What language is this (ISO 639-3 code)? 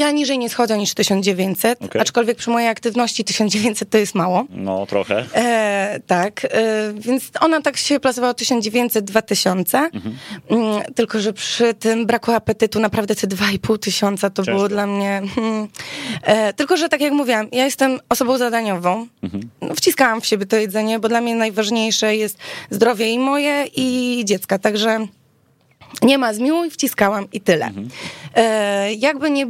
pol